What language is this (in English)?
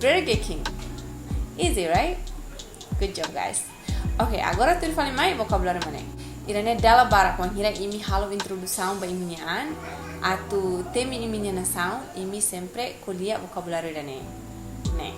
Tetum